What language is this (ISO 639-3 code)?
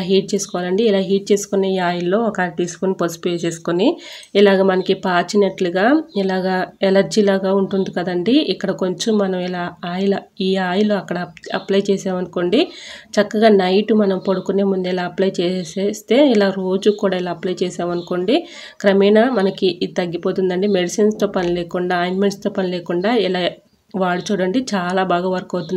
tel